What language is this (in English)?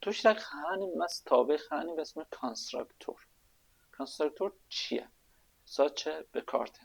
Kurdish